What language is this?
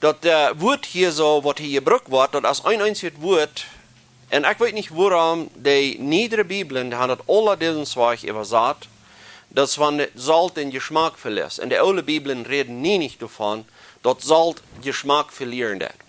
Plautdietsch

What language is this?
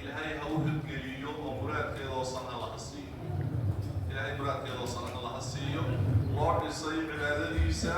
Somali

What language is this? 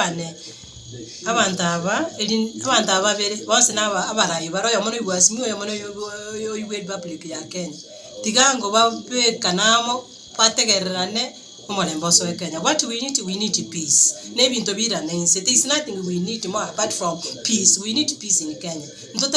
Gusii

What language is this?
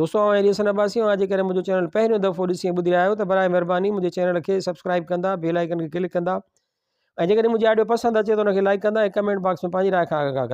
Sindhi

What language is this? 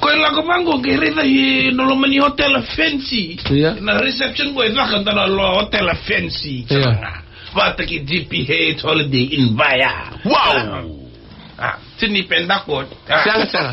Fijian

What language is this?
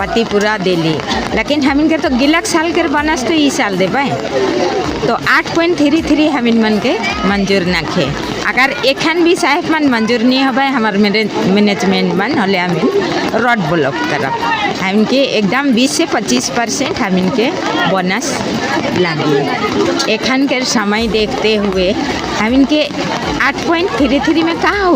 Sadri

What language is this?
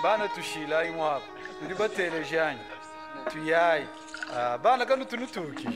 Luba-Lulua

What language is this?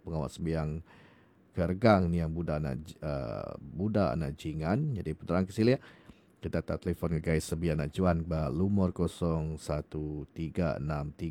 Iban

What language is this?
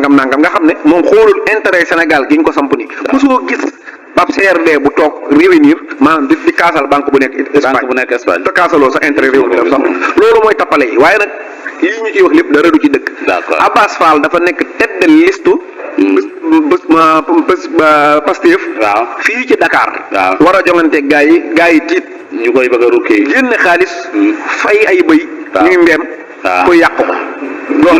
Wolof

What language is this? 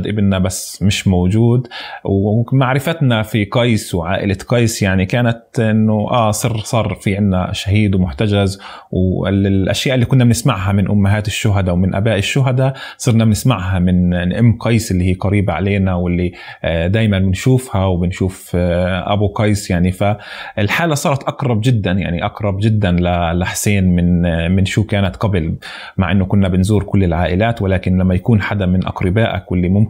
North Levantine Arabic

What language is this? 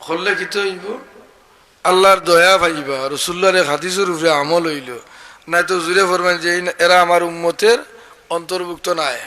Sylheti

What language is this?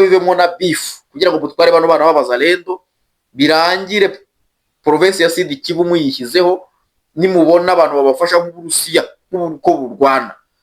Kinyarwanda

